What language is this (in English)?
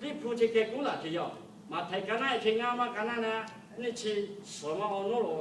Lahu